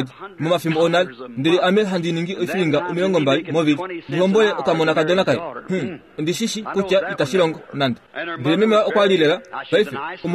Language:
Kuanyama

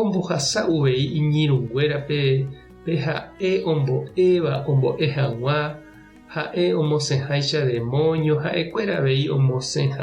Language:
Guarani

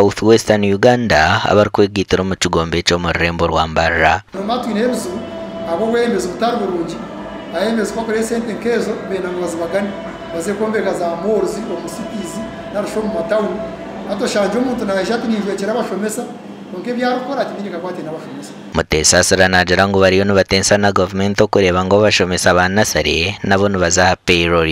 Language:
Nyankole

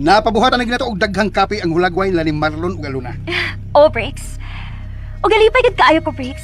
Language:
Cebuano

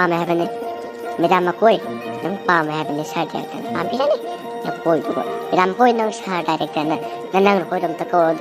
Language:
Manipuri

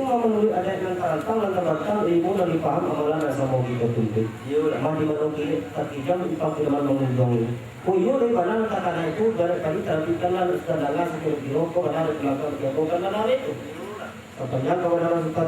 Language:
Minangkabau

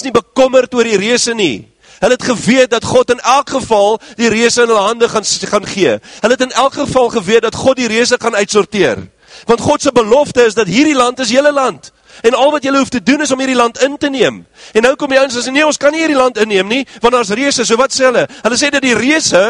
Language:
Afrikaans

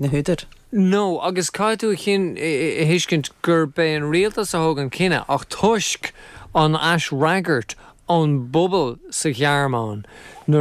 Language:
Irish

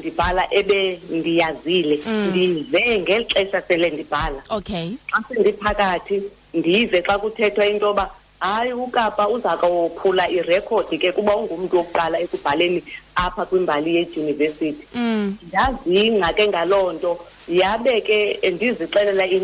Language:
Xhosa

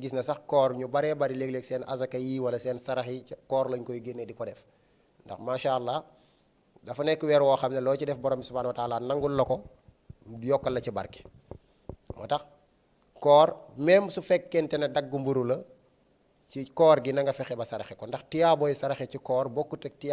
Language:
Wolof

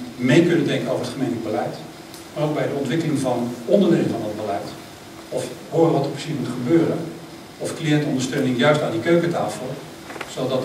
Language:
Dutch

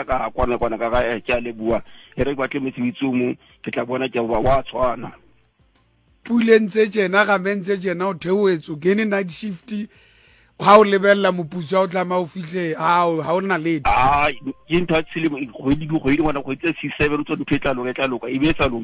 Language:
Southern Sotho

